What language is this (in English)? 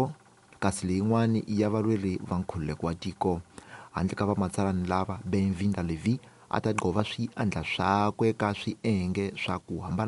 Tsonga